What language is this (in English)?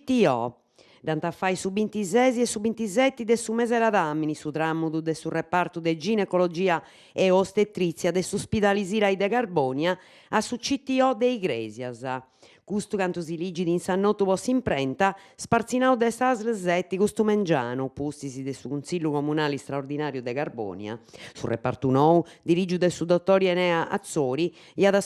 Sardinian